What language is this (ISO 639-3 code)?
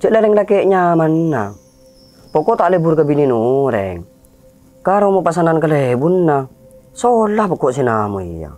mad